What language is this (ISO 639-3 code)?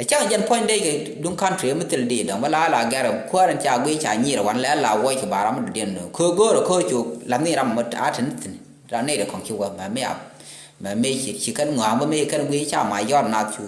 nus